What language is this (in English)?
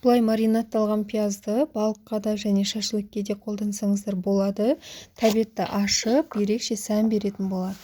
Kazakh